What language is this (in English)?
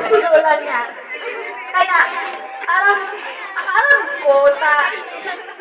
Bikol